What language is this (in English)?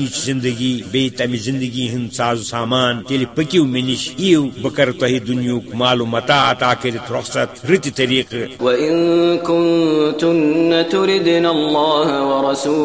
Kashmiri